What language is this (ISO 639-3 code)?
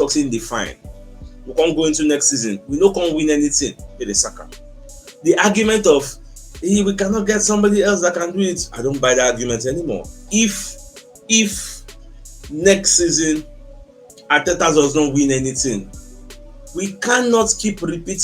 pcm